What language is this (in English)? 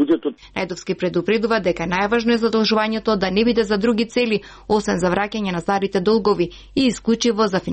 Macedonian